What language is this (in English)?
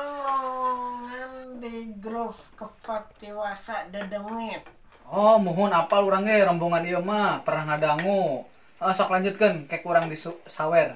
Sundanese